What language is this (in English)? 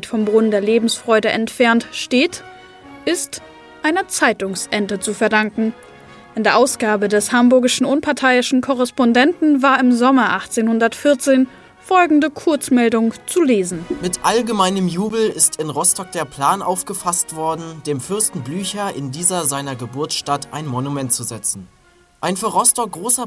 German